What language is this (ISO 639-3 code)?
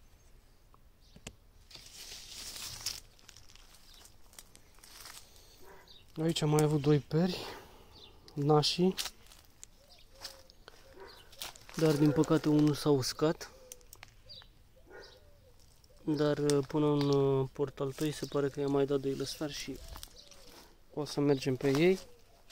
ron